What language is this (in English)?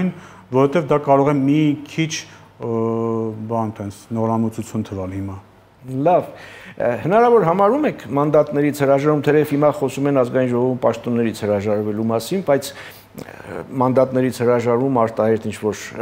Armenian